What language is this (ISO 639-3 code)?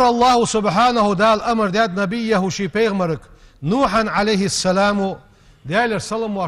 inh